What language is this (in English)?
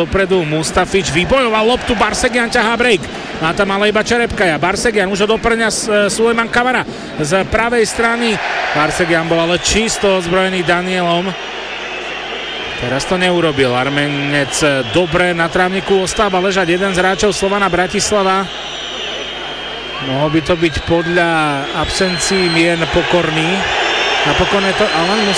Slovak